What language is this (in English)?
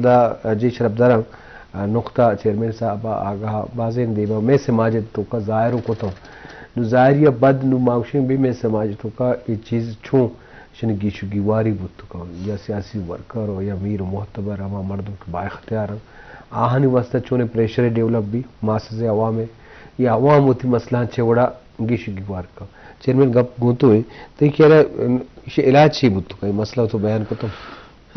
Eastern Balochi